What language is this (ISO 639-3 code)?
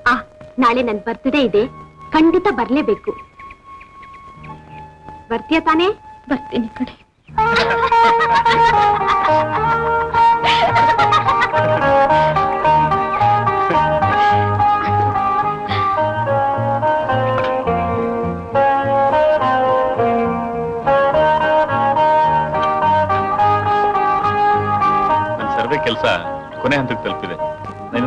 kan